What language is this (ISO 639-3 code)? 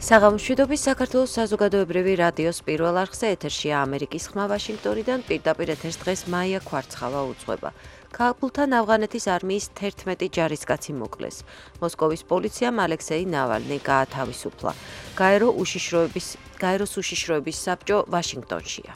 kat